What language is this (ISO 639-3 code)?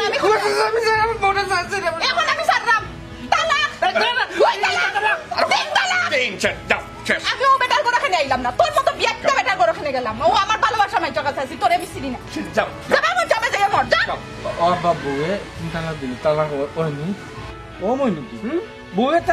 syl